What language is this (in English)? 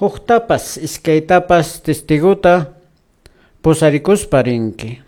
Quechua